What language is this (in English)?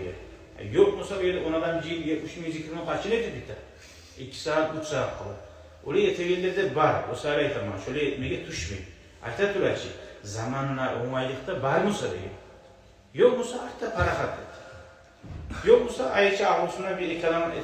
Kumyk